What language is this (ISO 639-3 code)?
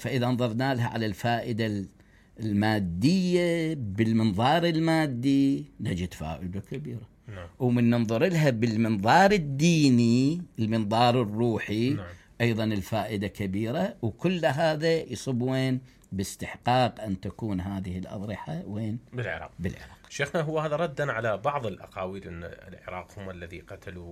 acm